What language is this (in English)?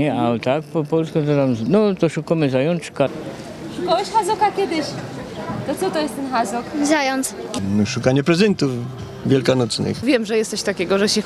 Silesian